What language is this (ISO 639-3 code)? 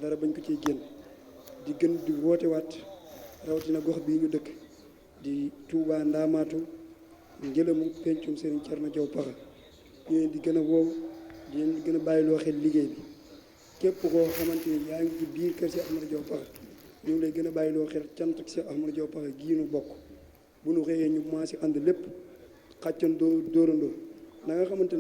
wol